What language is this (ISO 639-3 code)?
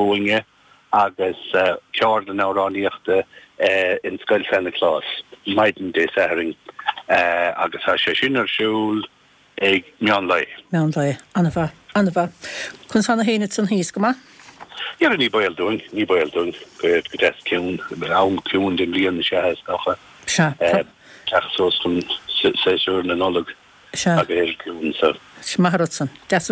gle